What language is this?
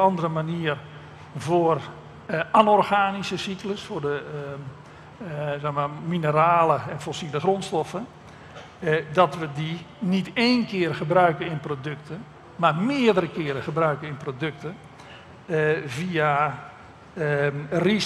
Dutch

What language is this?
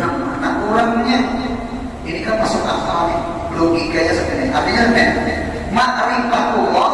Banjar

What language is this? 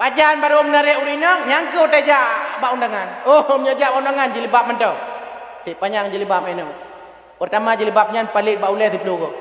Achinese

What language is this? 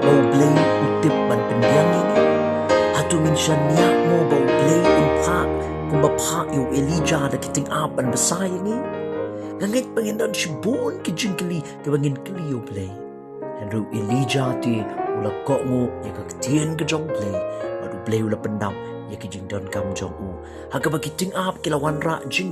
Khasi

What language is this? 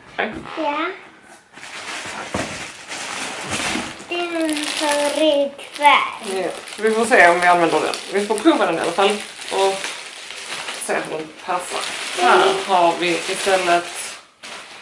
Swedish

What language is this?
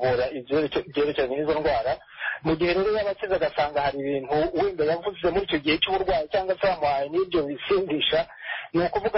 Kinyarwanda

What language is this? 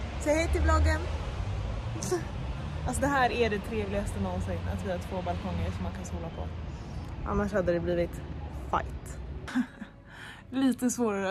Swedish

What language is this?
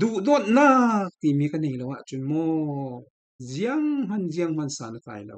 Falam Chin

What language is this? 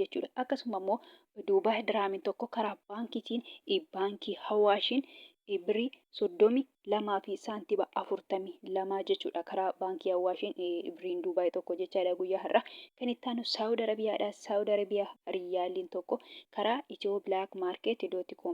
Oromo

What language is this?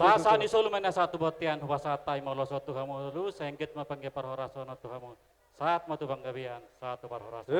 Batak Toba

